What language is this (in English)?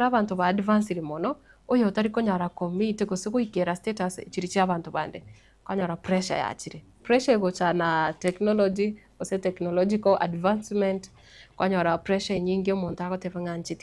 Gusii